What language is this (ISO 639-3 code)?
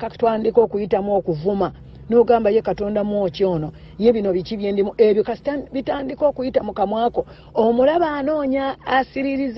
lug